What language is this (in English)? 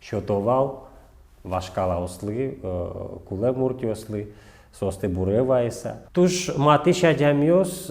Udmurt